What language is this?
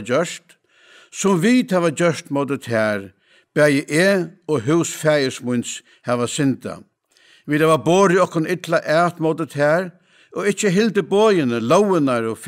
Faroese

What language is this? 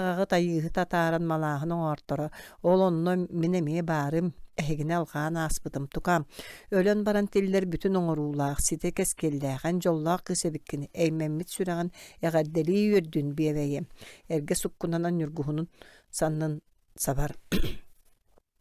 Yakut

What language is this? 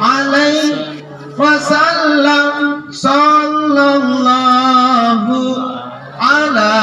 Makasar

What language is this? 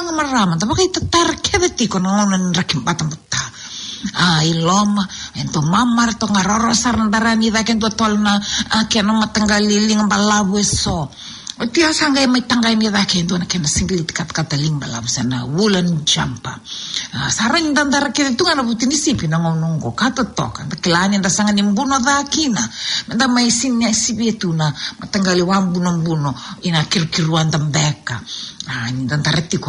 Fijian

